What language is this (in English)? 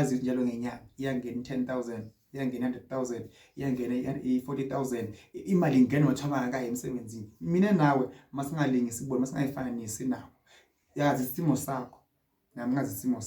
Zulu